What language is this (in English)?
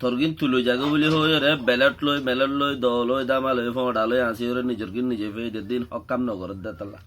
Rohingya